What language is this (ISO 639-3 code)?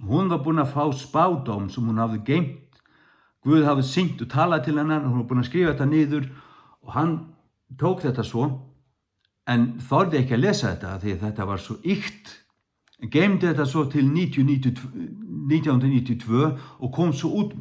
fao